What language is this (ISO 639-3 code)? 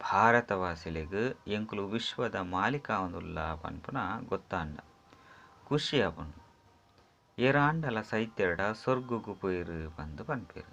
tcy